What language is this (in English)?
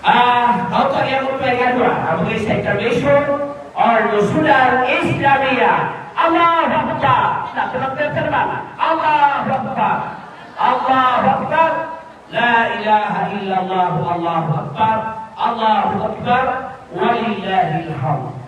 Maranao